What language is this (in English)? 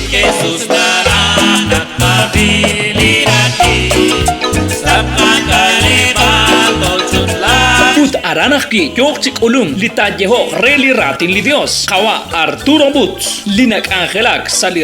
Kekchí